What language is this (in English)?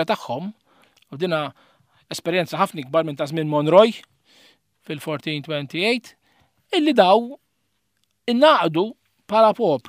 Maltese